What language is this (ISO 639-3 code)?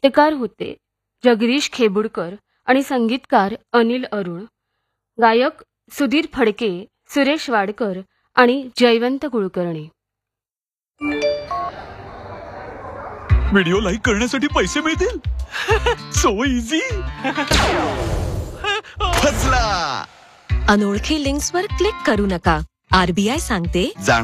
mar